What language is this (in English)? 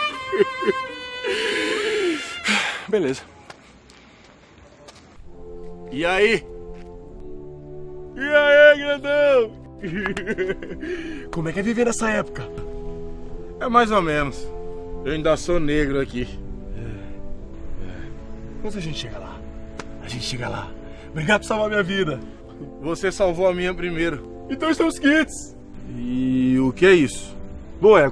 Portuguese